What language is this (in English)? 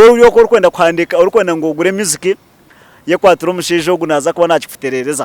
Nyankole